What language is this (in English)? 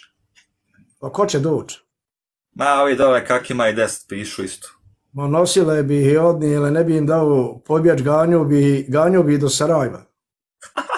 Bosnian